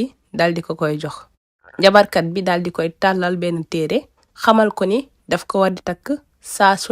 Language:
Wolof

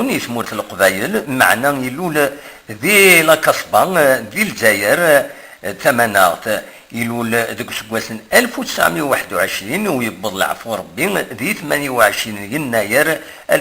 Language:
Kabyle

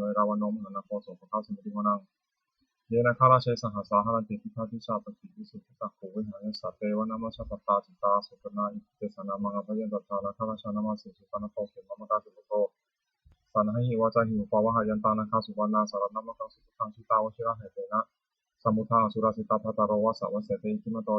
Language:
Pali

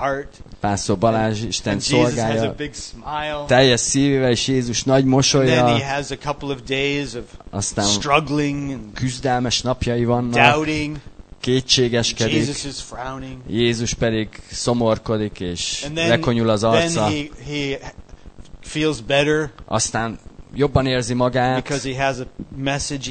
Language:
Hungarian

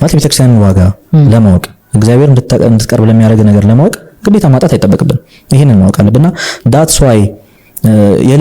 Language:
Amharic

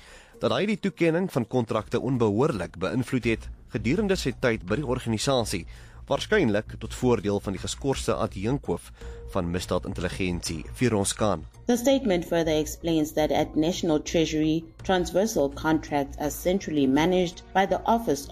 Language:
Afrikaans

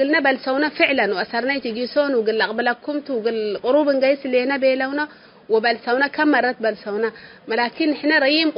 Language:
Tigre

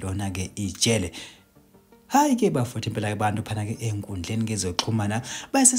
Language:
Zulu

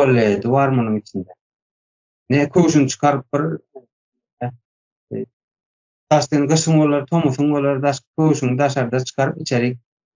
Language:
Turkmen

